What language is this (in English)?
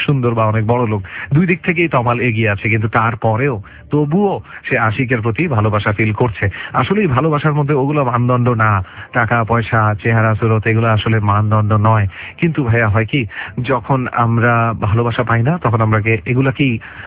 Bangla